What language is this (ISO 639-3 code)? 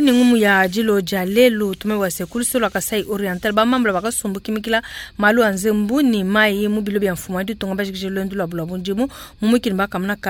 lua